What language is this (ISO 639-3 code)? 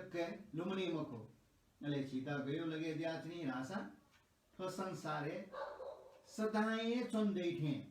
new